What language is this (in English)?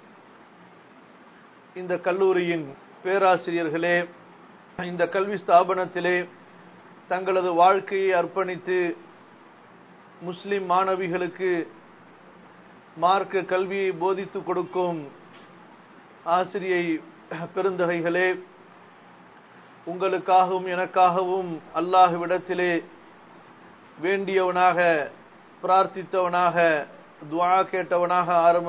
Tamil